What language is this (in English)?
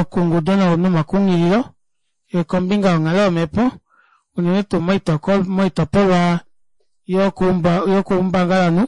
Kuanyama